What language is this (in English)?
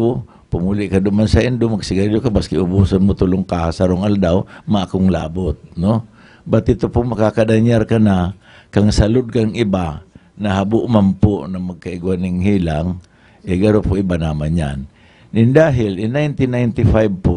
Bikol